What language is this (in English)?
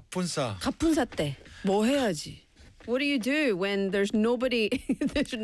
Korean